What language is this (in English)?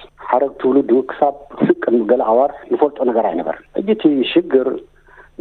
Tigrinya